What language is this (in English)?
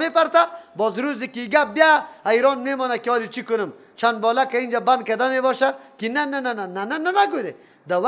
Persian